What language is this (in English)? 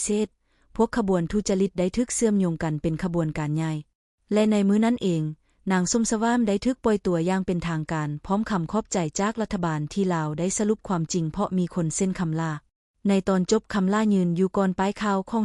Lao